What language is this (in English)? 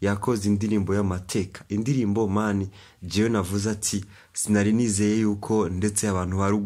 Rundi